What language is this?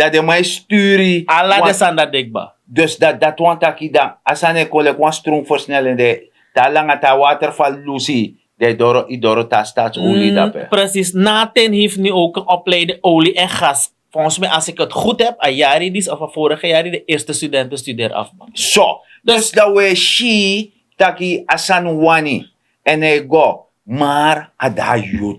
Sranan Tongo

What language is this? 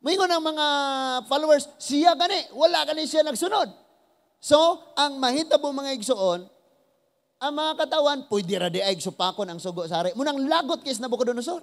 Cebuano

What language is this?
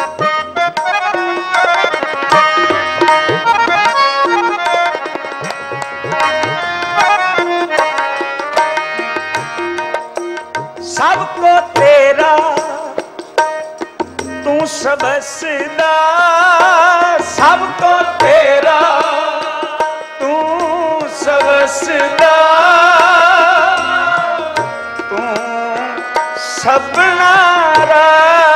Punjabi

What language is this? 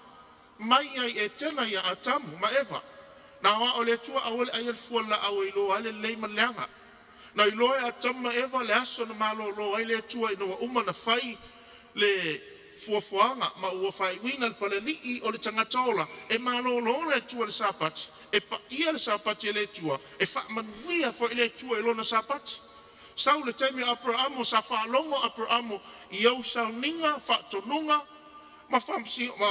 Samoan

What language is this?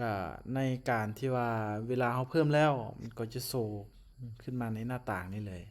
Lao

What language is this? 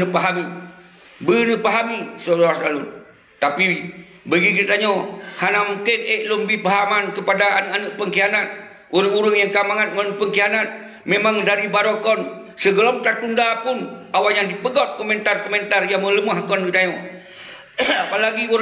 Achinese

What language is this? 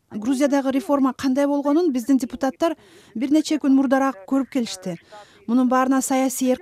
Kyrgyz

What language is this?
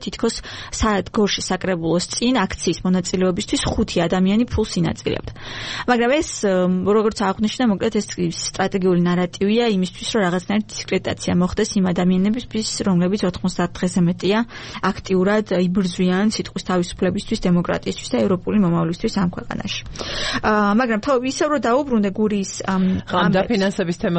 Georgian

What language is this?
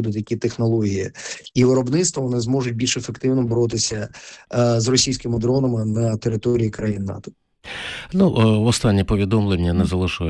Ukrainian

